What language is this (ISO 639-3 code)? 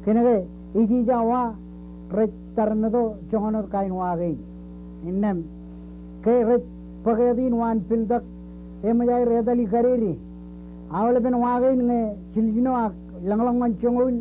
mah